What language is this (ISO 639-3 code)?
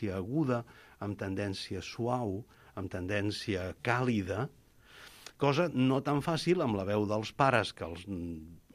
cat